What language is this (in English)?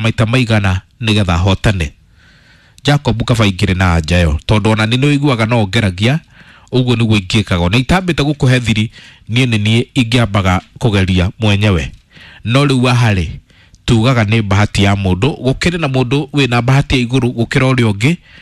Kikuyu